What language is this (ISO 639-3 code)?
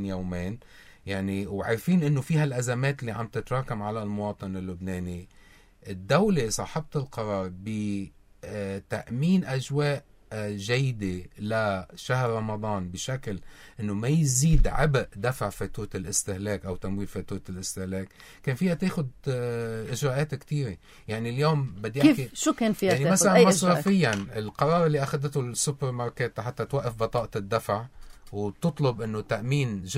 apc